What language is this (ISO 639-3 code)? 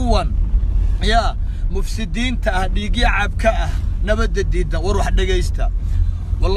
som